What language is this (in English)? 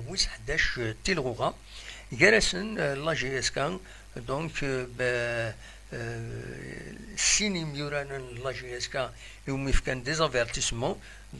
Kabyle